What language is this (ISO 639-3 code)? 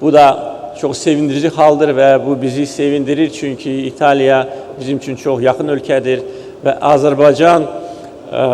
aze